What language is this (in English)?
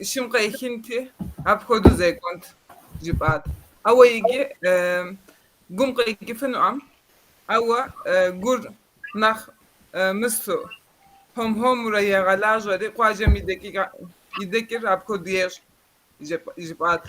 Kabardian